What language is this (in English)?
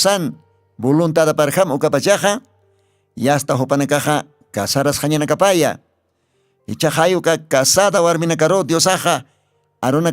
Aymara